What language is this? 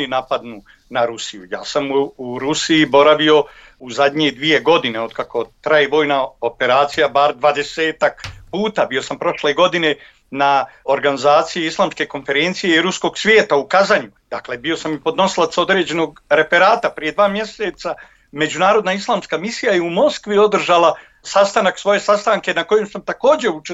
Bosnian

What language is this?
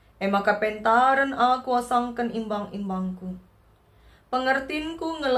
Batak Karo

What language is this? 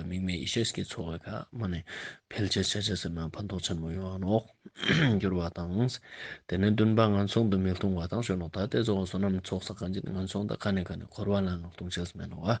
Ladakhi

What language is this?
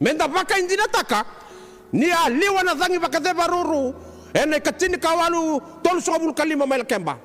Fijian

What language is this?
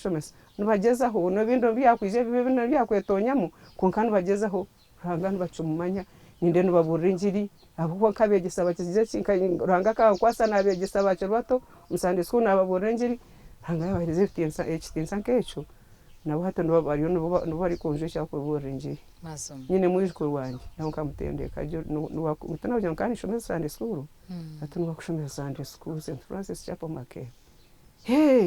Nyankole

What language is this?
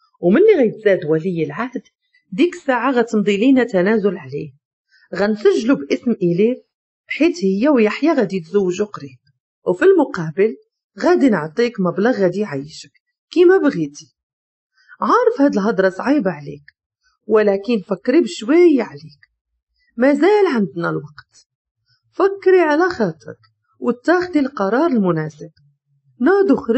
Moroccan Arabic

